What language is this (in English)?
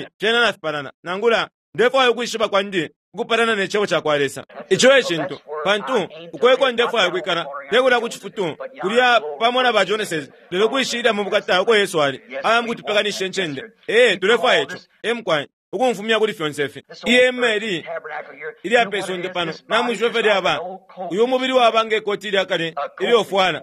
Bemba